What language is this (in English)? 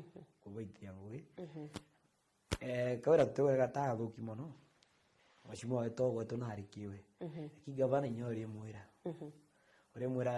Meru